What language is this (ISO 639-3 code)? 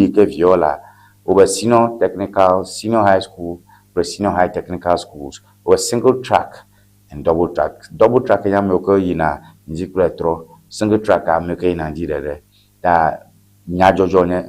ewe